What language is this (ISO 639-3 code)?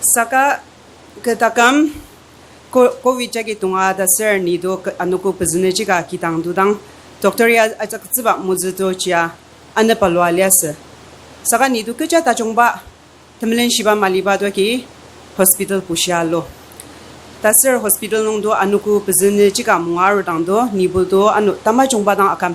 njo